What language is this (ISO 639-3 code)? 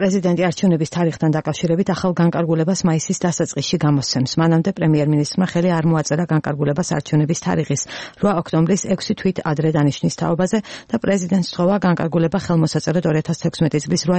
kat